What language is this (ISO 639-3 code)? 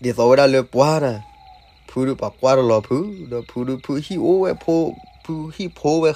ksw